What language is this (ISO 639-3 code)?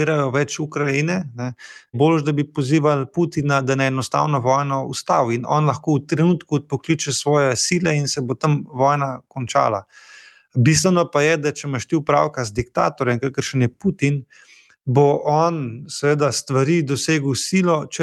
slv